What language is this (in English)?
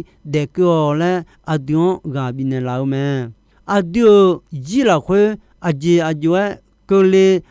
Akha